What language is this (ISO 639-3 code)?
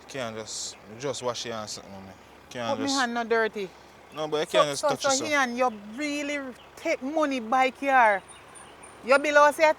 jam